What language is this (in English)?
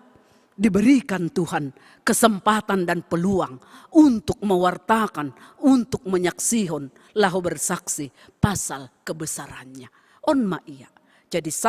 Batak Simalungun